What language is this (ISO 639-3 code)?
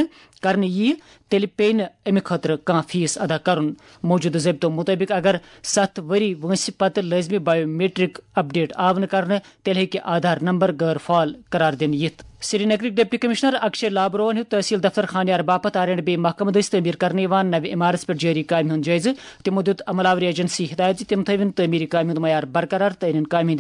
kas